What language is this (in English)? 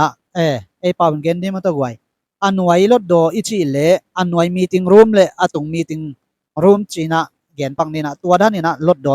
Tedim Chin